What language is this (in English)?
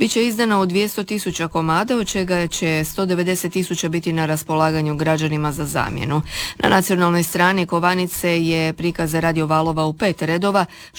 Croatian